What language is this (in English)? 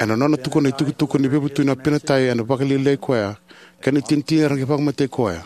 Fijian